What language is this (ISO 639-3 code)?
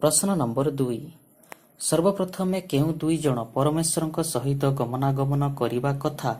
ori